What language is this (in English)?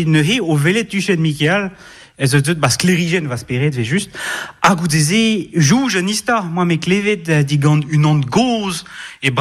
Breton